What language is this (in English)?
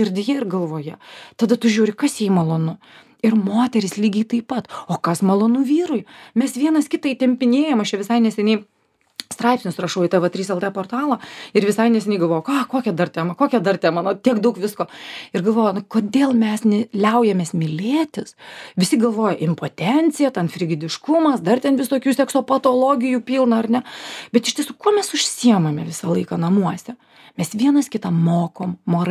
Lithuanian